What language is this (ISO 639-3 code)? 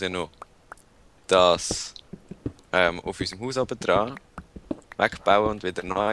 gsw